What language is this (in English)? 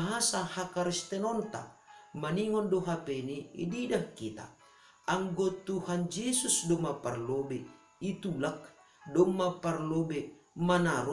Batak Simalungun